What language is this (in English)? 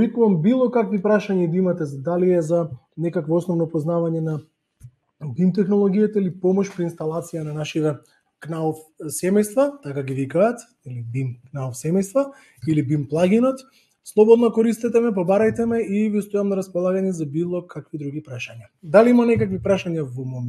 Macedonian